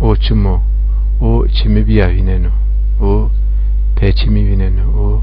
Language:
Zaza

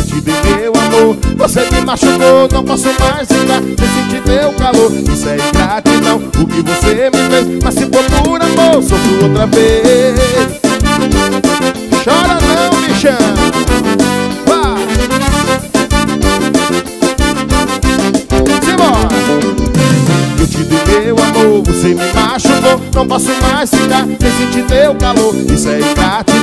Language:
Portuguese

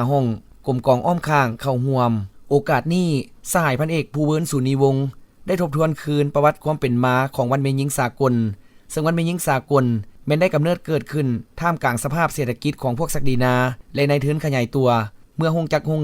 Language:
Lao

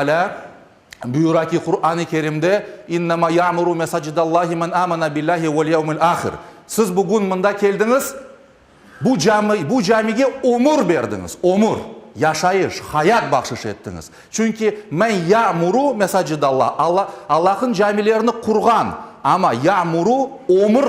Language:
Crimean Tatar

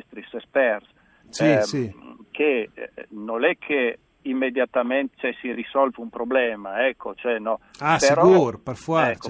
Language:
Friulian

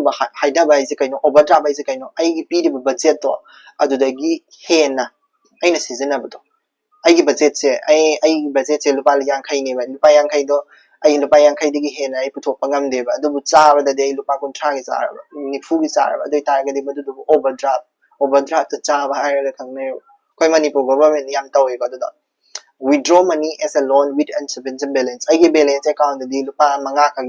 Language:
Manipuri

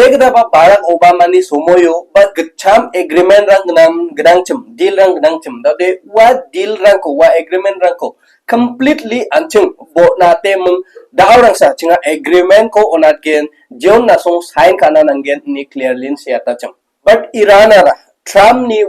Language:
Garo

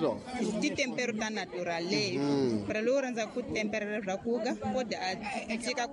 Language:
Tsonga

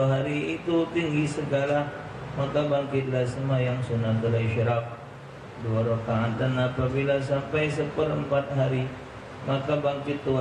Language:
Musi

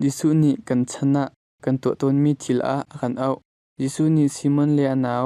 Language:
Hakha Chin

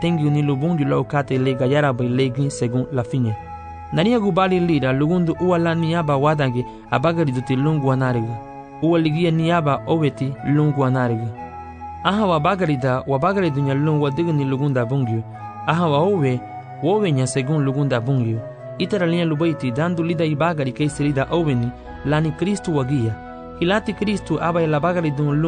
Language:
Garifuna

